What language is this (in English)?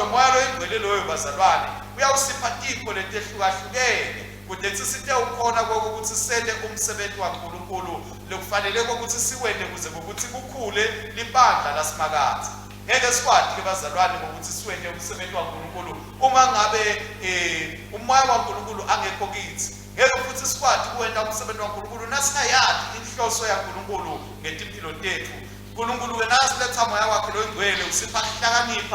Swati